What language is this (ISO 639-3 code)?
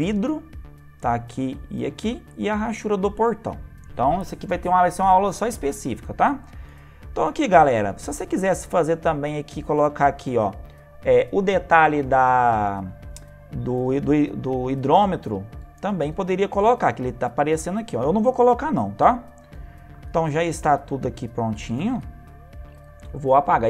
por